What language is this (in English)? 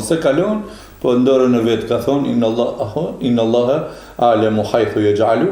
Albanian